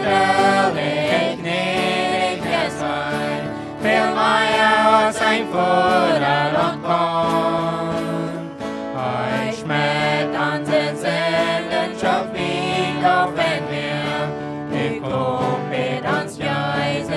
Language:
Plautdietsch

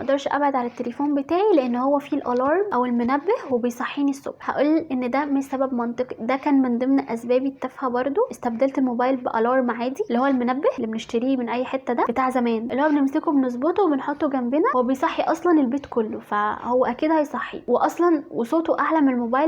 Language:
Egyptian Arabic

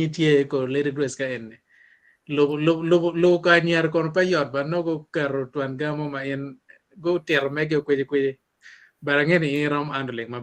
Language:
Acoli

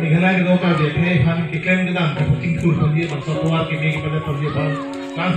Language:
Karbi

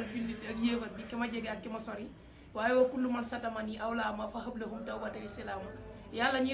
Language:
Wolof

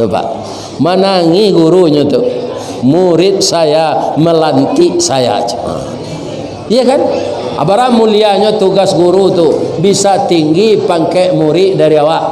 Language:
Minangkabau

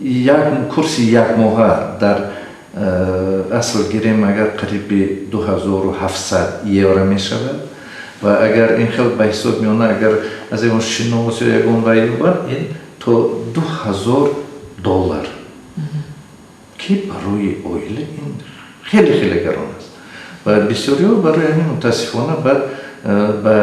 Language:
Tajik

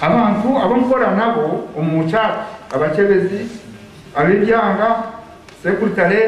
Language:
Nyankole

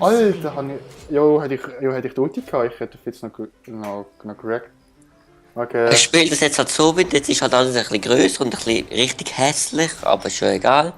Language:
Swiss German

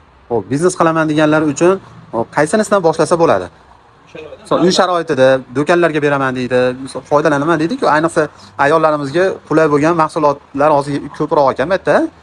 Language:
Uzbek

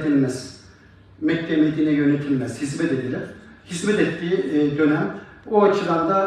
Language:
Turkish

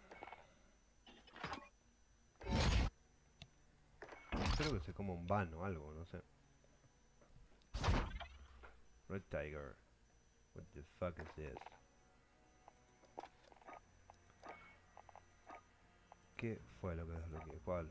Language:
Spanish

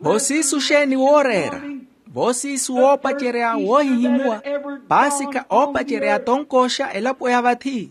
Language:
Makhuwa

